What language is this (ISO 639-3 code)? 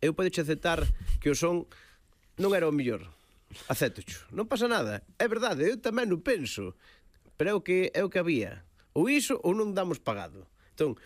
glg